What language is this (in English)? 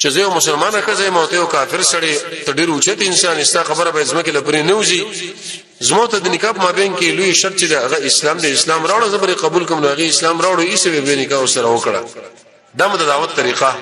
Pashto